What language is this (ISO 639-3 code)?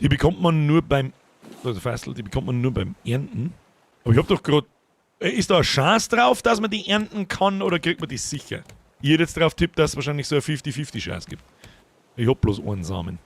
bar